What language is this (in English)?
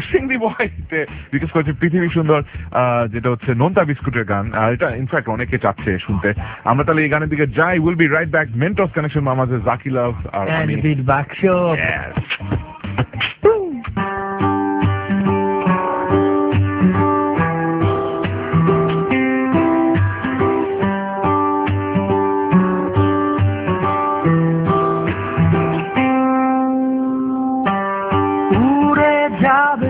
Bangla